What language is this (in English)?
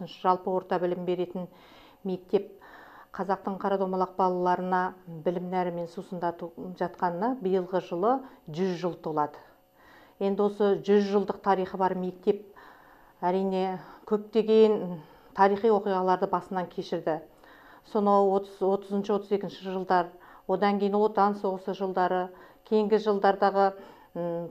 Kazakh